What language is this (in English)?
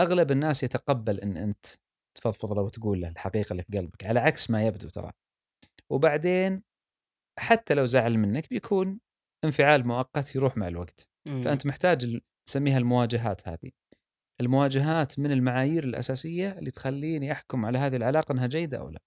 Gulf Arabic